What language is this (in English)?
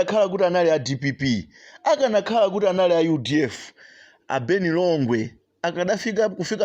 Nyanja